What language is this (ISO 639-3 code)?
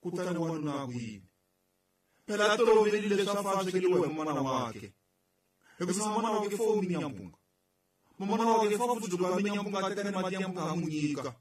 tso